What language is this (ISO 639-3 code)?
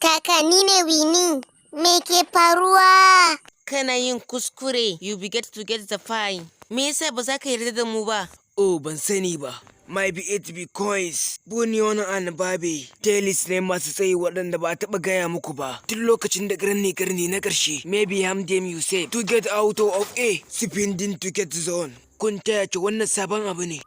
hau